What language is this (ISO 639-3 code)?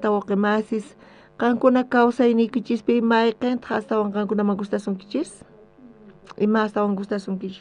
quh